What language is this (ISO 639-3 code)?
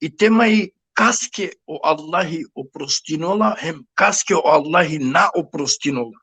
rmn